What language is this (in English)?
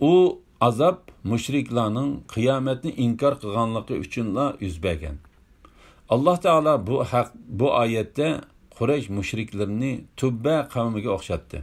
Uyghur